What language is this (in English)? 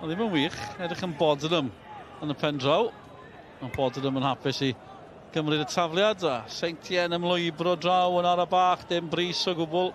Welsh